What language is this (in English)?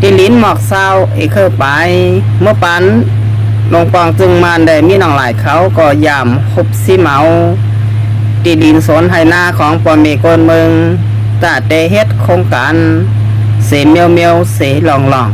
Shan